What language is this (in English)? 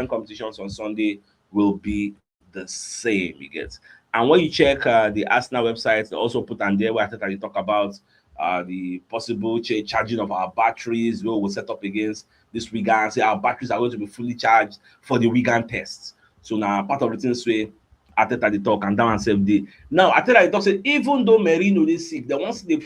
Nigerian Pidgin